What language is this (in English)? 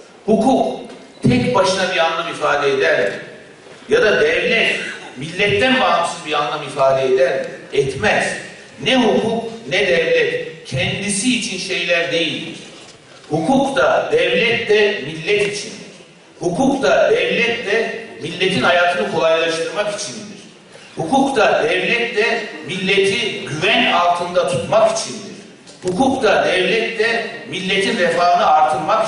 Turkish